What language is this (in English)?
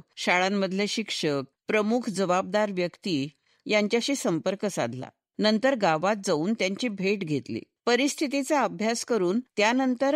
Marathi